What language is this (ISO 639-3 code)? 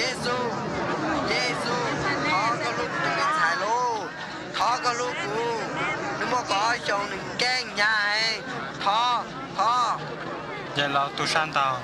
hmn